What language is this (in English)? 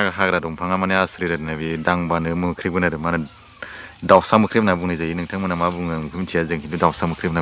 Bodo